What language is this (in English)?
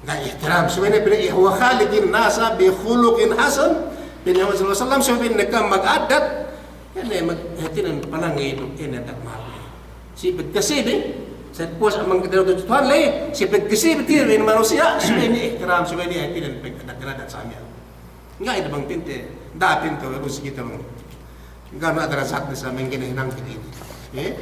Yakan